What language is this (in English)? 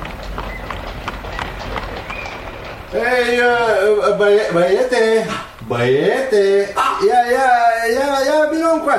Romanian